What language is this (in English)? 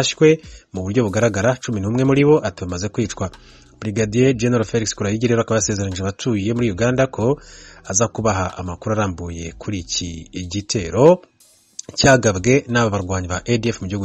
Kinyarwanda